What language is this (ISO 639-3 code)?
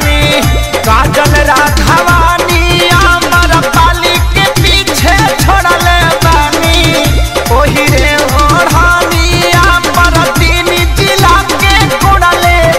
bho